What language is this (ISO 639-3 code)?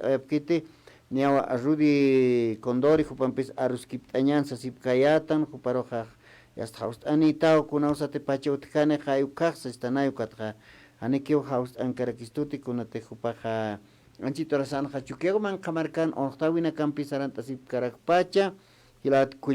aym